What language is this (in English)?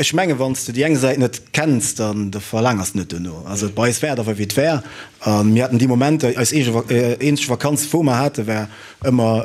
Luxembourgish